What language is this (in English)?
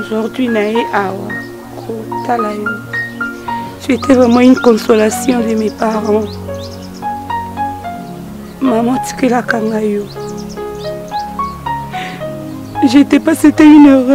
French